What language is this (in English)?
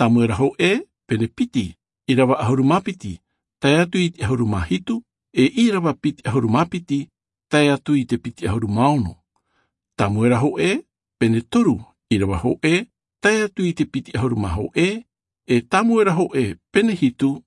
Tahitian